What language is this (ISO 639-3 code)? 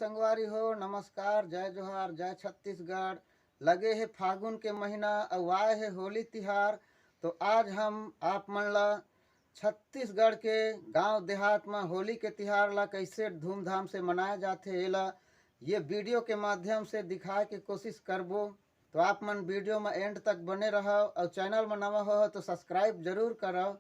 hne